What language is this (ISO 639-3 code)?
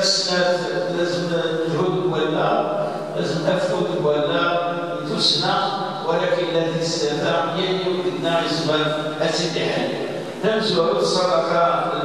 kab